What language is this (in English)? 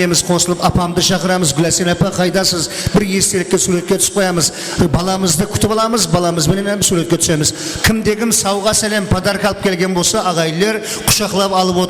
Kara-Kalpak